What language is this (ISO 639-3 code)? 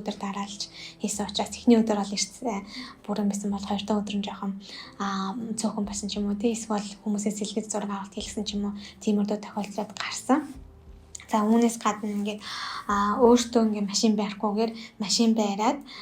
mon